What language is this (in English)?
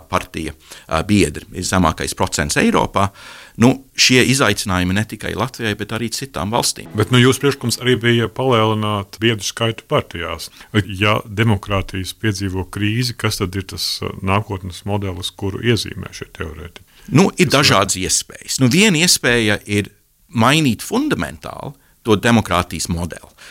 Latvian